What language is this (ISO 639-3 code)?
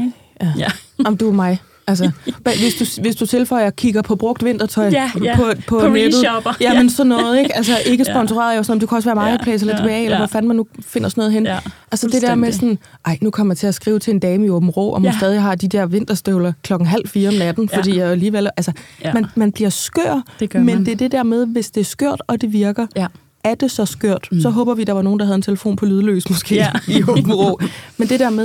dan